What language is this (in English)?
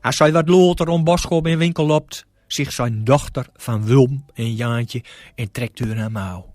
Gronings